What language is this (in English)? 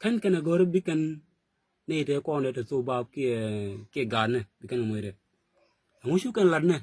Nuer